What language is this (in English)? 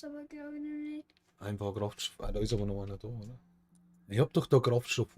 Bavarian